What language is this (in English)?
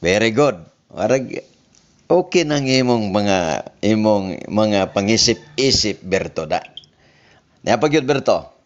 Cebuano